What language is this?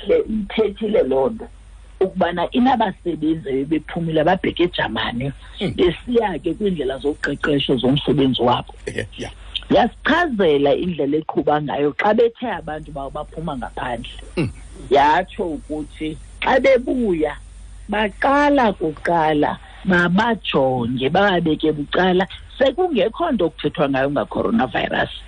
Xhosa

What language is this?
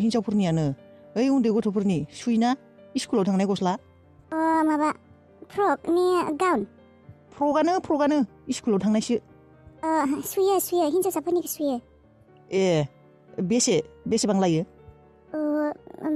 Bodo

